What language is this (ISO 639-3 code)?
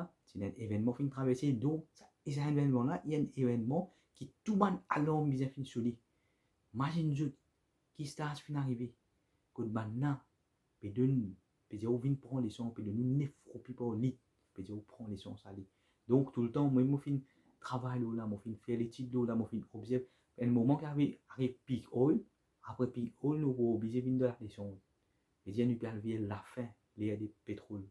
mfe